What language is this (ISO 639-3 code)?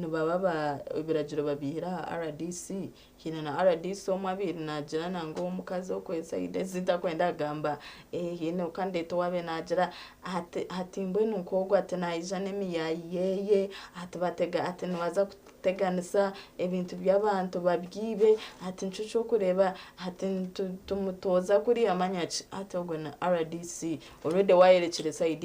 nyn